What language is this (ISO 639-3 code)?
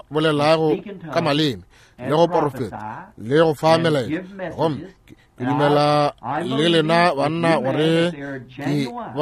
nso